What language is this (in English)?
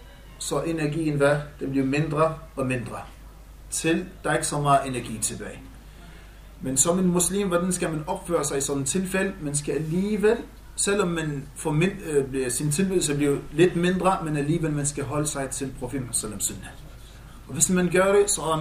Danish